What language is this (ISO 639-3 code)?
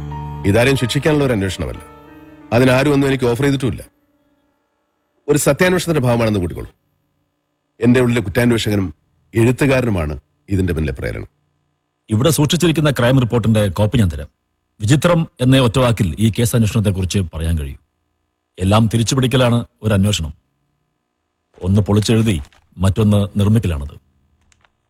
mal